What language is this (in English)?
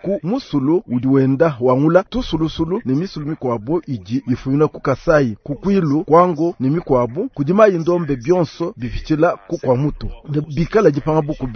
Luba-Lulua